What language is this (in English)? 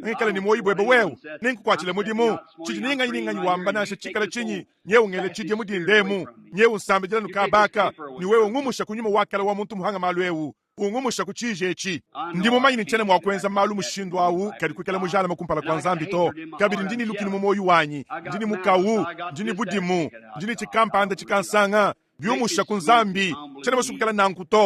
Luba-Lulua